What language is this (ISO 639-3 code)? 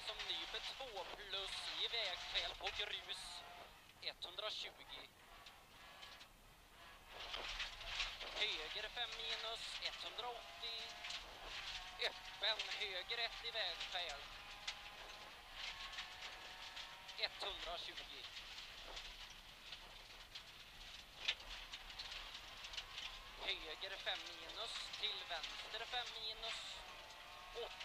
swe